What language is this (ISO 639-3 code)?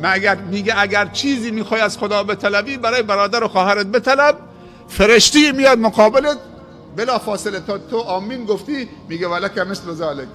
fas